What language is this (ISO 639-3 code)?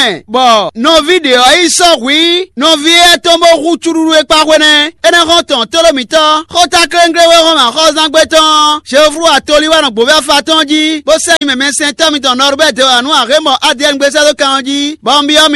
fon